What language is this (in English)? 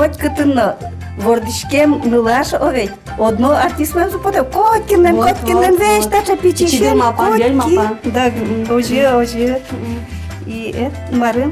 Udmurt